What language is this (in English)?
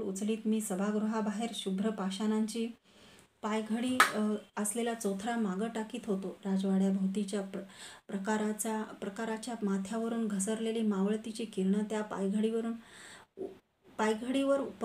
Marathi